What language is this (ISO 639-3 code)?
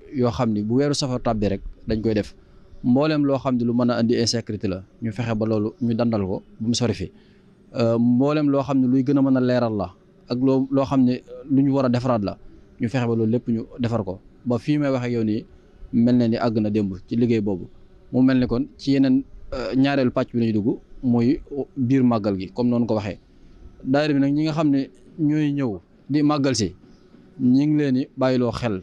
wol